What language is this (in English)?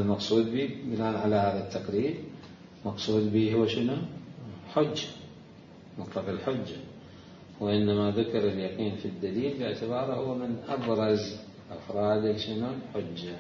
Mesopotamian Arabic